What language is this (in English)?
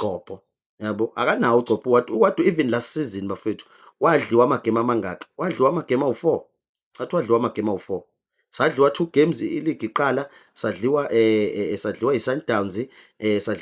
Zulu